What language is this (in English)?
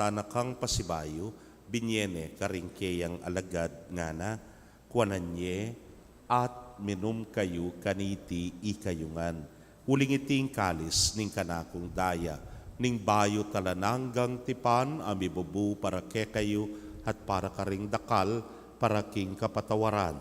Pampanga